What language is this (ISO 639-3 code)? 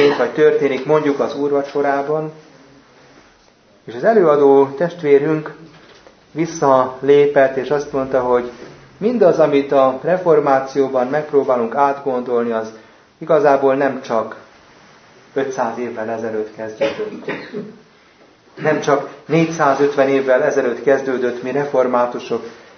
hun